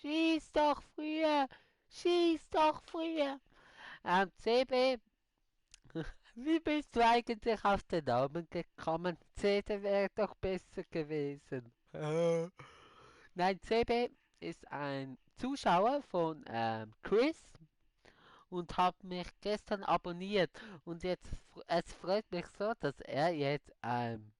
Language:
Swiss German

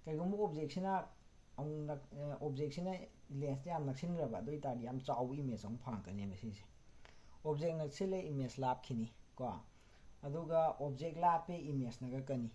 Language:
Manipuri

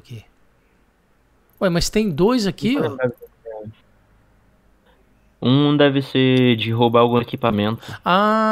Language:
Portuguese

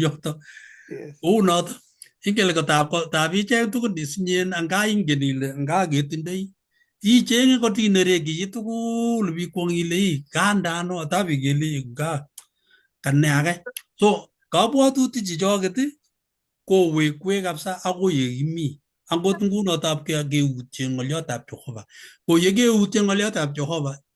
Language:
Kalenjin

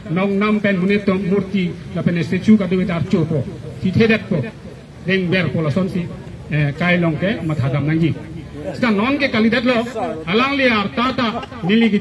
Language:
Karbi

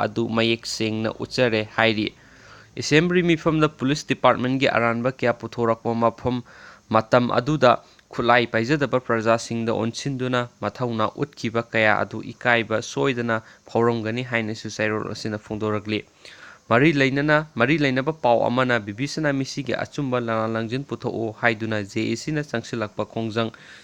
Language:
Manipuri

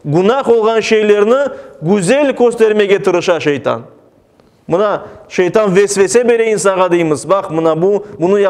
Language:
Crimean Tatar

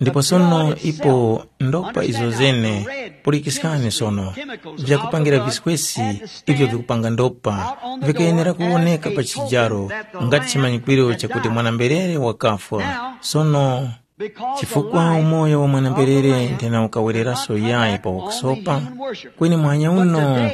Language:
Tumbuka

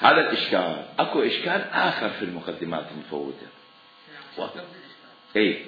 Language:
Mesopotamian Arabic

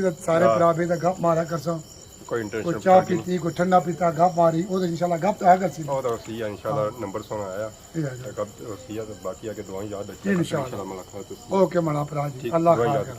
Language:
Pahari-Potwari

